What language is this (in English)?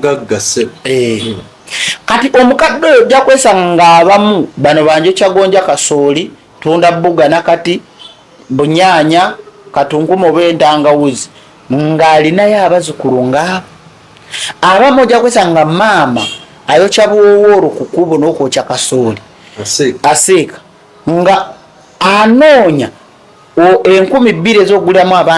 Ganda